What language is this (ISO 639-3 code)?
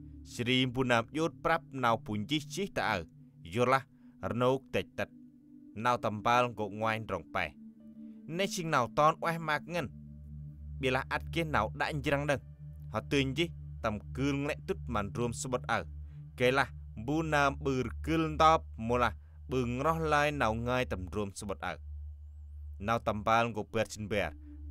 cmo